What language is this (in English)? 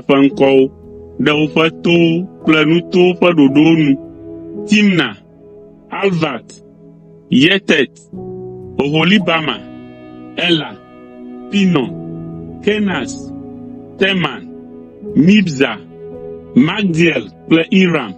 Ewe